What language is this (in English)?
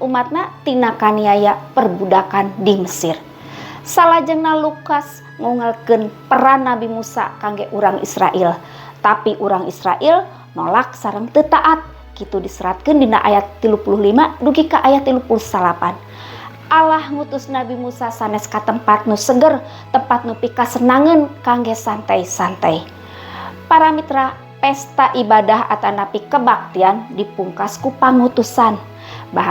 Sundanese